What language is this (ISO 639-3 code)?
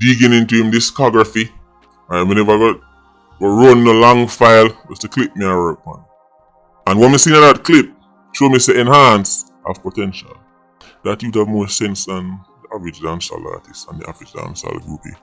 jam